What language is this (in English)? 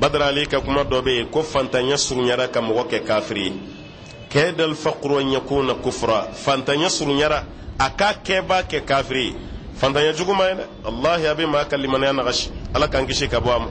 Bambara